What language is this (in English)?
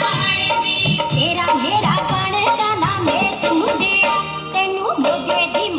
Punjabi